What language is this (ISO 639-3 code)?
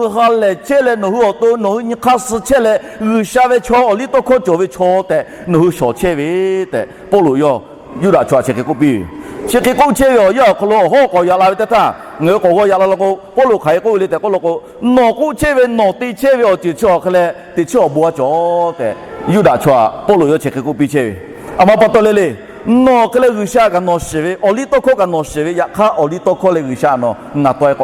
lhu